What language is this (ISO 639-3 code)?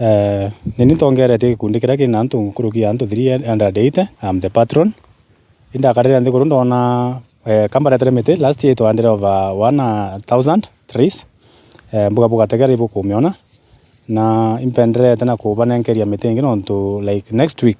mer